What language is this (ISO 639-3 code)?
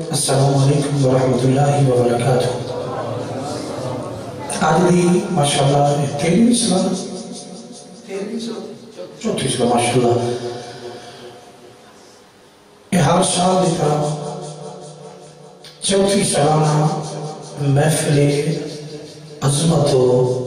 urd